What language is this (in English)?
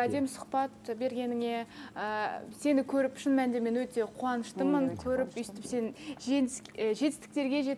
Kazakh